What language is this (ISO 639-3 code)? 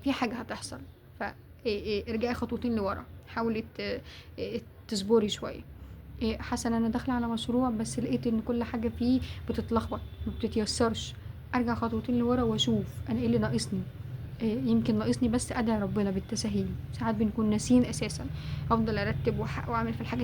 arz